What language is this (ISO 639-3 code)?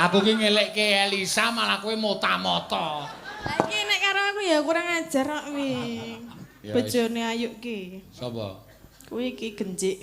jav